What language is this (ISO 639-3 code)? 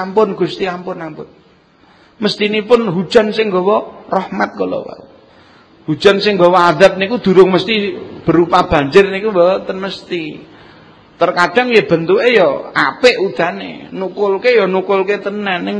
jav